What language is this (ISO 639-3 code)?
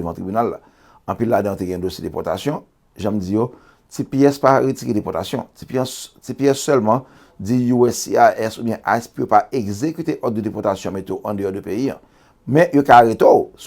hat